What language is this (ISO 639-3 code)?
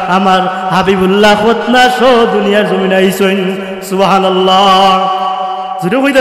syl